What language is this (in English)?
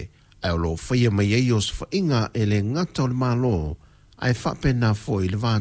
Samoan